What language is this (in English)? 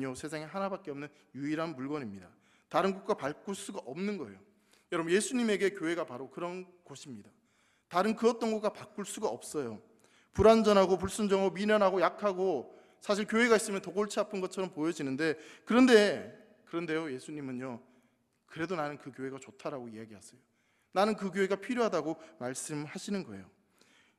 Korean